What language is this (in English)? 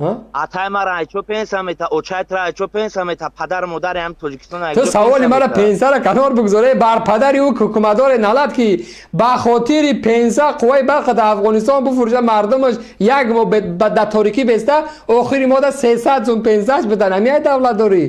Tajik